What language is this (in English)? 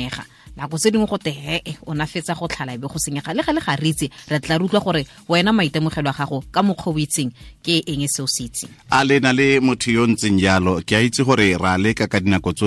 Tswana